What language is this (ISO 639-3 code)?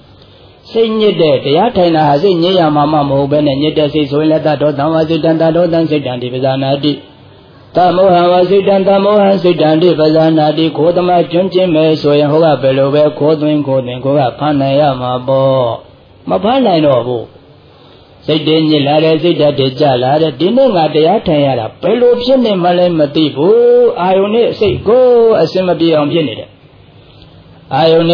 mya